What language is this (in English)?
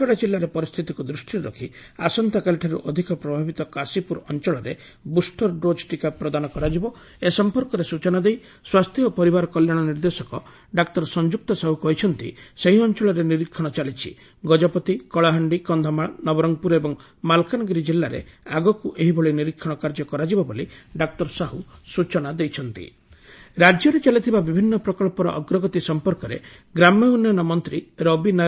Odia